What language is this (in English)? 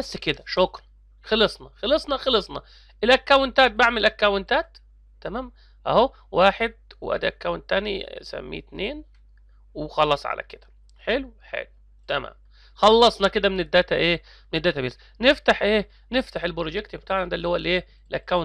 Egyptian Arabic